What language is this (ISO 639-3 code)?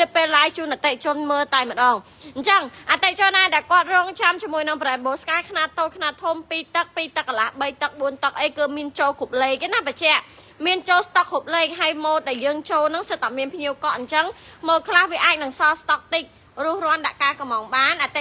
khm